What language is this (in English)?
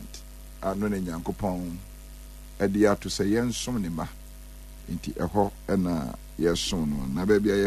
Akan